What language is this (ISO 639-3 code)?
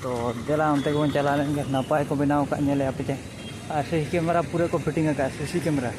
sat